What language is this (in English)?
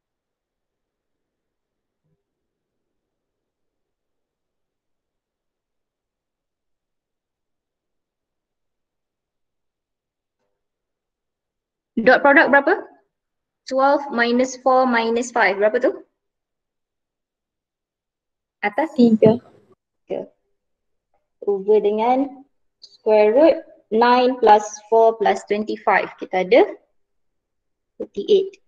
Malay